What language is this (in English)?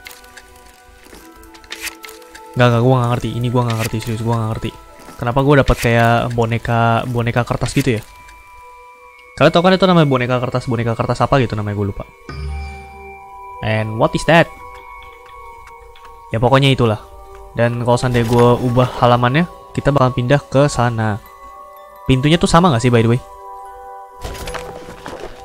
Indonesian